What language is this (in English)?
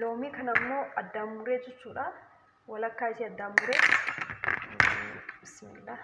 Oromo